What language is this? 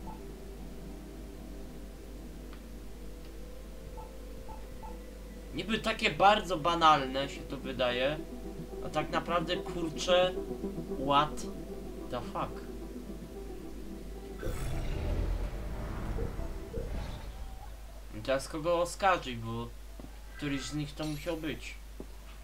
Polish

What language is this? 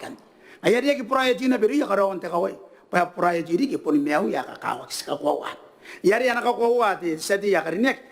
Gilbertese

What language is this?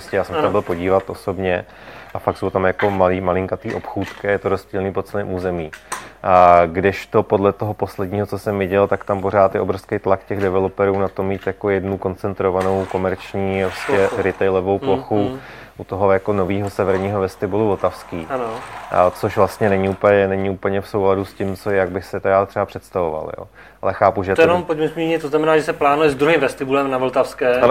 Czech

